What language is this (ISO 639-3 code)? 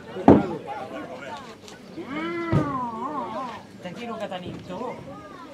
cat